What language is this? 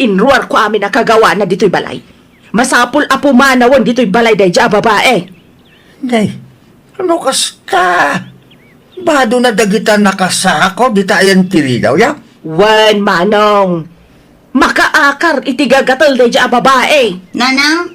Iloko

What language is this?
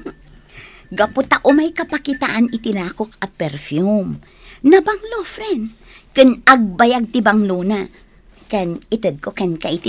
Iloko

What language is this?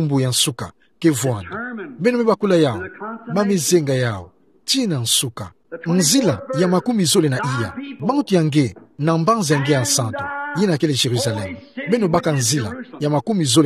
Kituba (Democratic Republic of Congo)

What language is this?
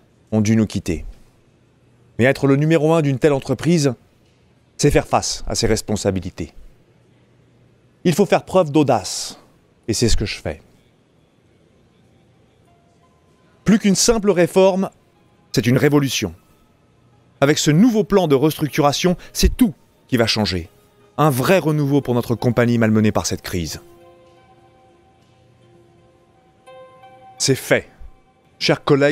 French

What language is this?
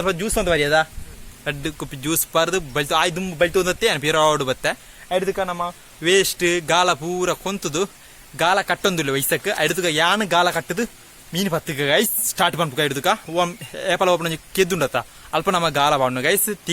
Tulu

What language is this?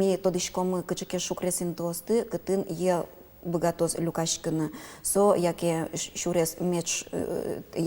Udmurt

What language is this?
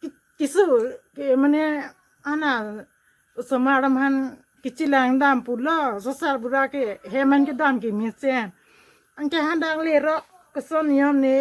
Karbi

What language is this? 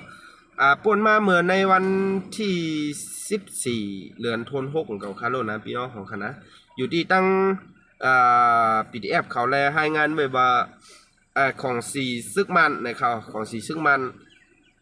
Shan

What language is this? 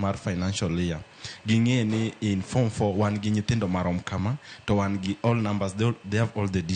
Luo (Kenya and Tanzania)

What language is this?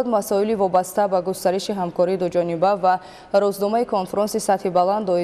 Tajik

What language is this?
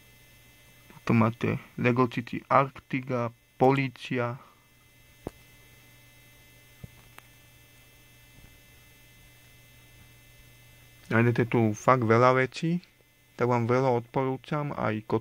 Slovak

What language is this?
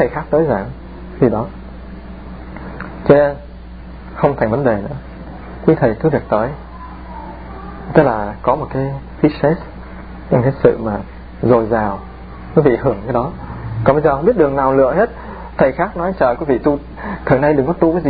Vietnamese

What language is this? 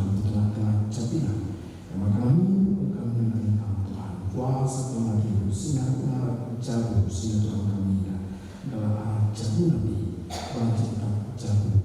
Batak Karo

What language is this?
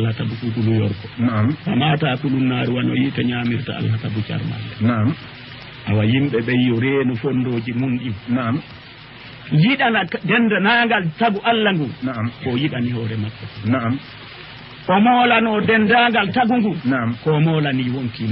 Fula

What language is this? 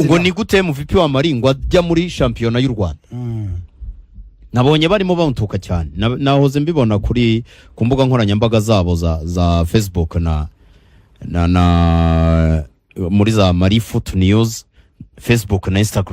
Kinyarwanda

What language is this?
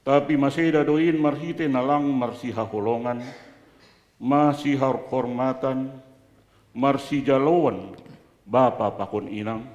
Batak Simalungun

